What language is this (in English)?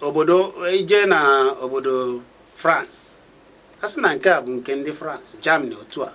Igbo